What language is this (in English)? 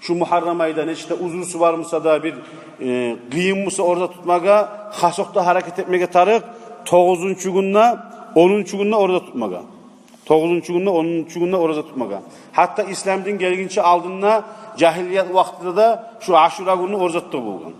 Kumyk